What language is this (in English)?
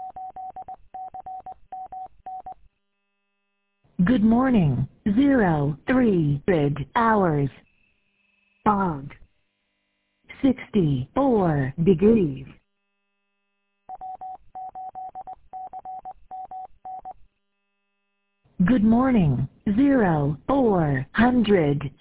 English